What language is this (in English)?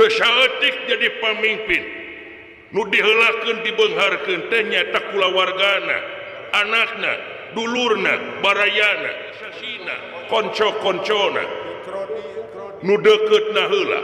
Sundanese